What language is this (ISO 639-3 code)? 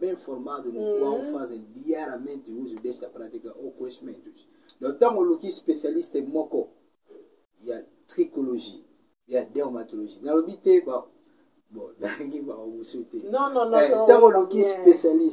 lin